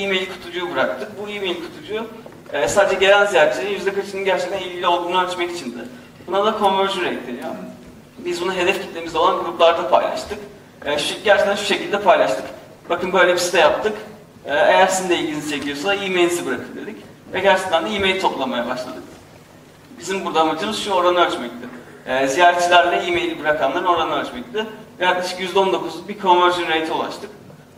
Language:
Turkish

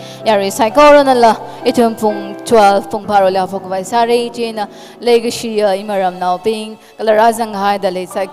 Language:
Tangkhul Naga (India)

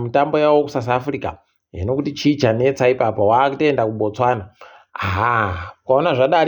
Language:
Ndau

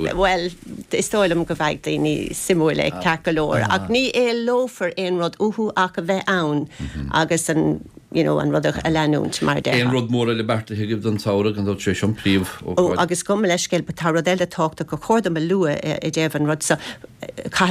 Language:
Irish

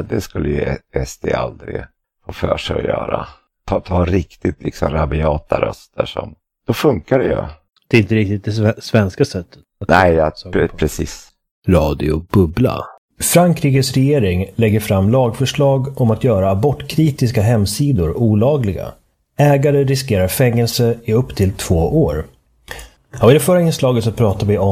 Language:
Swedish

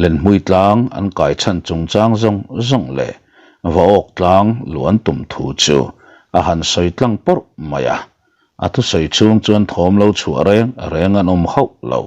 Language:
Mizo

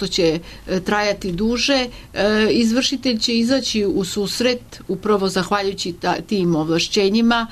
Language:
Serbian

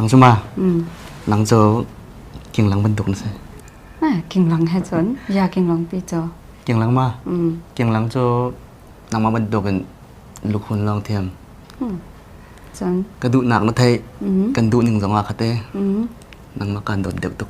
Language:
Hakha Chin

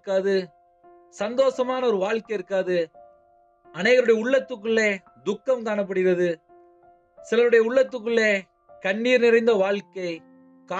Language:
Tamil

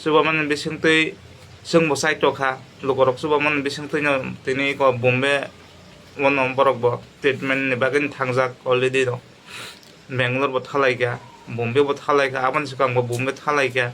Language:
Kok Borok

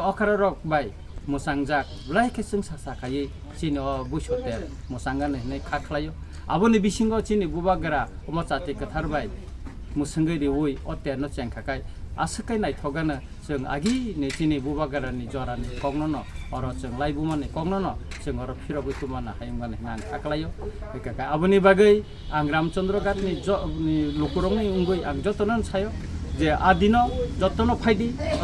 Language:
Kok Borok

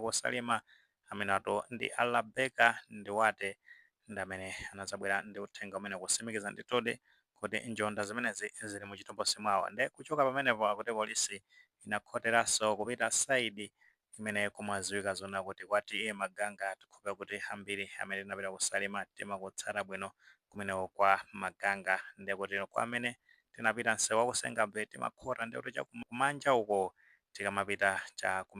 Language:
Nyanja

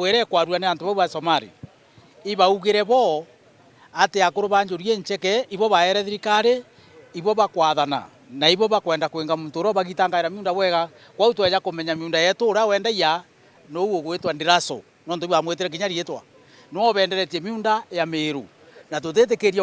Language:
Meru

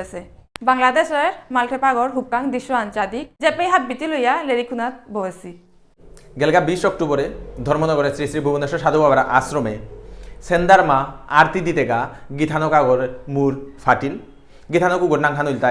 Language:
Bishnupriya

